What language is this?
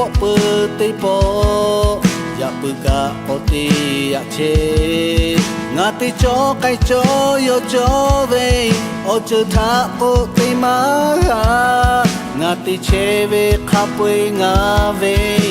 Lahu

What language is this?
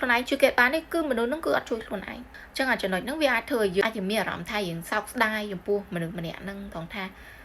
Khmer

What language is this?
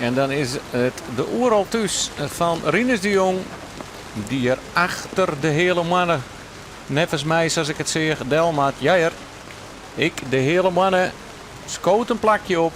Western Frisian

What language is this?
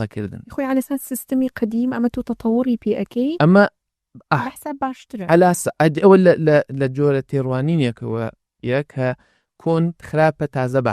Central Kurdish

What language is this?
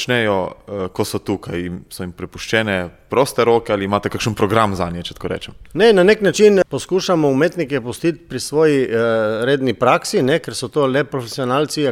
Slovenian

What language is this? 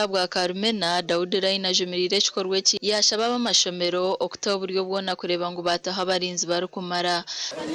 Nyankole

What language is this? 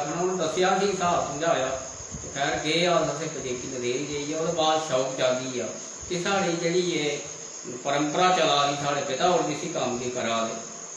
Dogri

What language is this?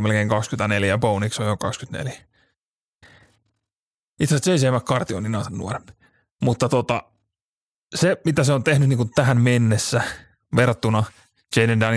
Finnish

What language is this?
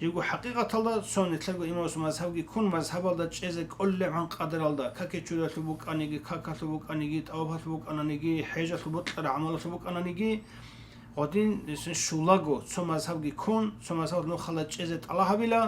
Avaric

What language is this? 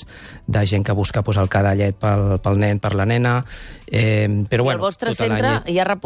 Catalan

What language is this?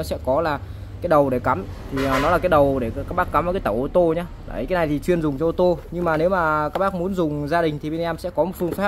Vietnamese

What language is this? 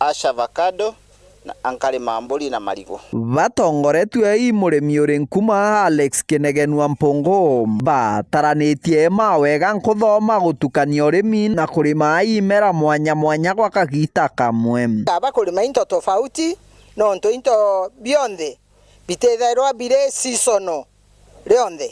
Meru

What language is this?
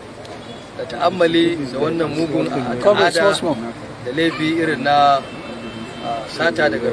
Hausa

